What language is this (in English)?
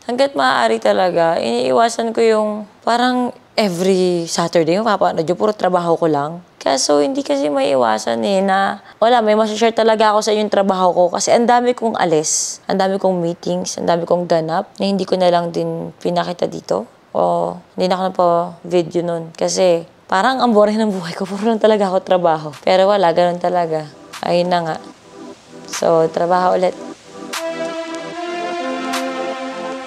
Filipino